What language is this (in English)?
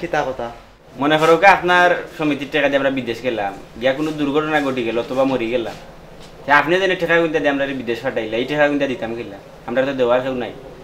Sylheti